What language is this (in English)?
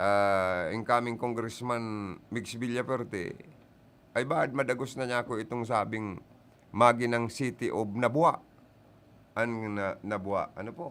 Bikol